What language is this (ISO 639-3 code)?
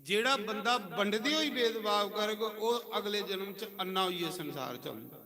doi